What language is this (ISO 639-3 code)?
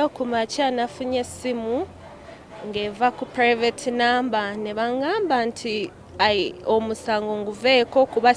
lug